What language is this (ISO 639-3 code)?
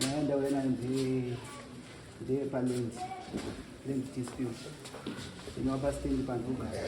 sna